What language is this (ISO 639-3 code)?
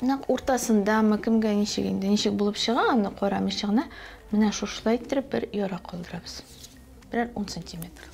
tat